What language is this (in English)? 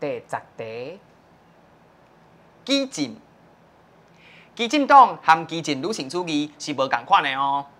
Min Nan Chinese